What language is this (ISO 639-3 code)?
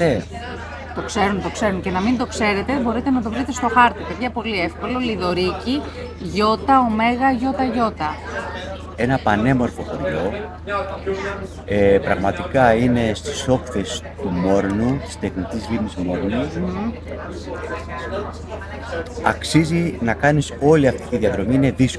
ell